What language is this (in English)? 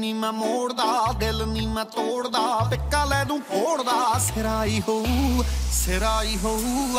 Punjabi